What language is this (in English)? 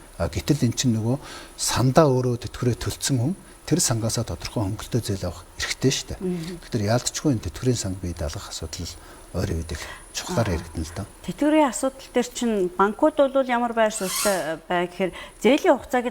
Mongolian